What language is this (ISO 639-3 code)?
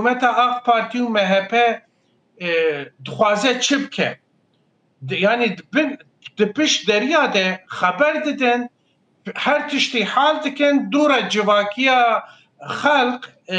kur